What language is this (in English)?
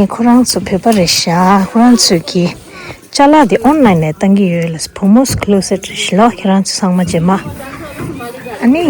Tibetan